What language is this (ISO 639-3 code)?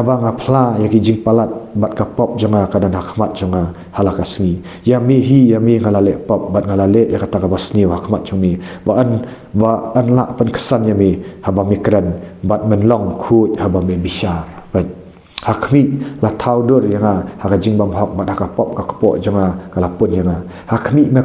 kha